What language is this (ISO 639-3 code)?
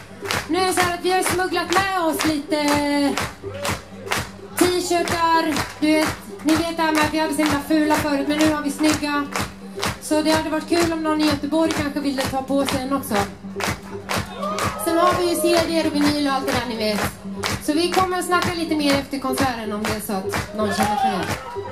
swe